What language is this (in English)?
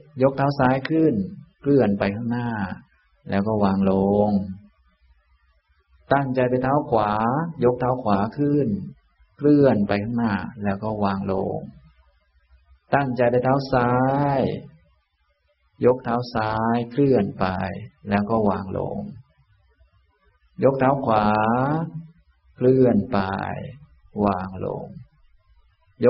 Thai